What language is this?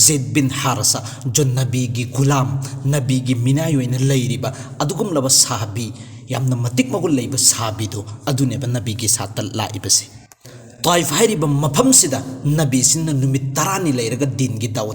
Manipuri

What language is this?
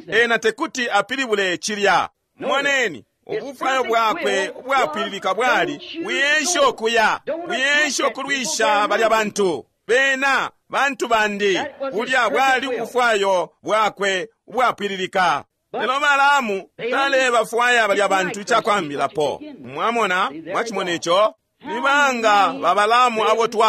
Bemba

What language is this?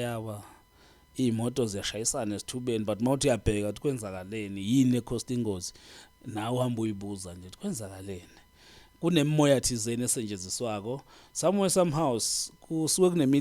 Zulu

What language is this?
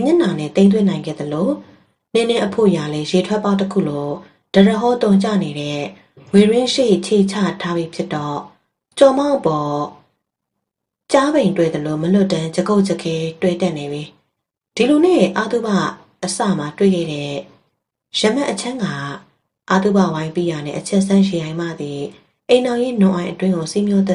Burmese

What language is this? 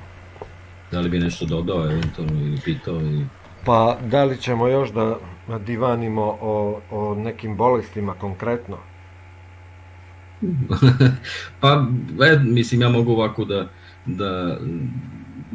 Serbian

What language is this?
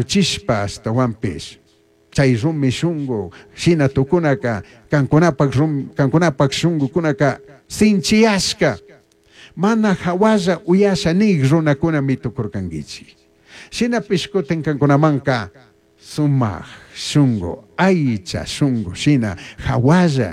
Chimborazo Highland Quichua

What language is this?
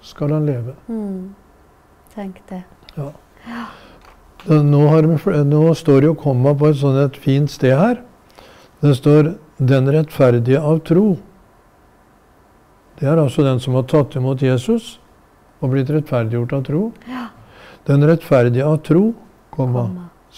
Norwegian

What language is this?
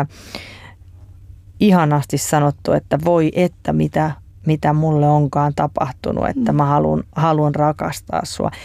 Finnish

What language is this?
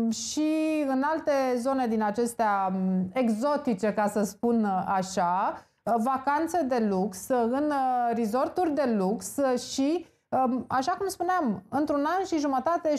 Romanian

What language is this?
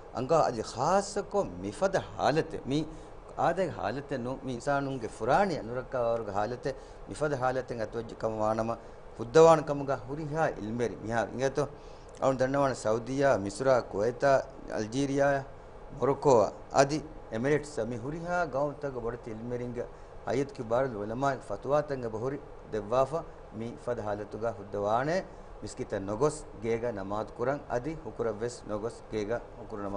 Divehi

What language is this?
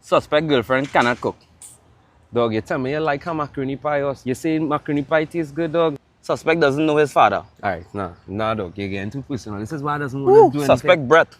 Jamaican Creole English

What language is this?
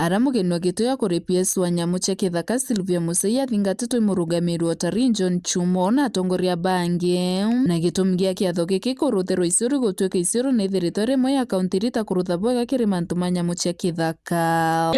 Meru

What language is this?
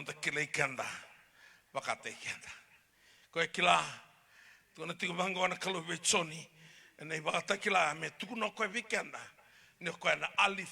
Fijian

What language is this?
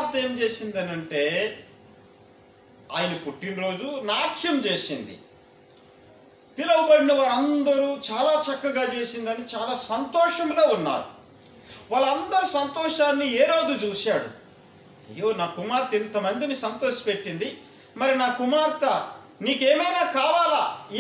Telugu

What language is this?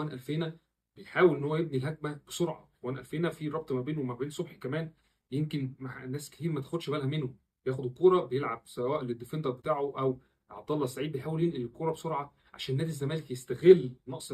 Egyptian Arabic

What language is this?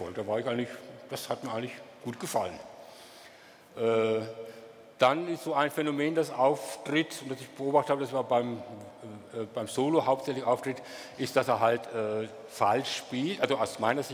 German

